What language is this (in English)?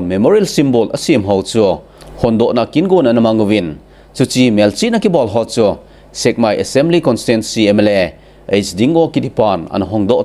Thado Chin